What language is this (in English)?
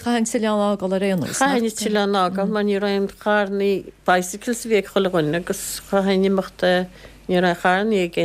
Irish